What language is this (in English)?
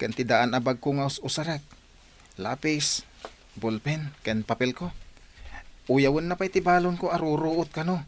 Iloko